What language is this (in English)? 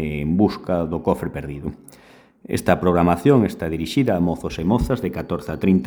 Galician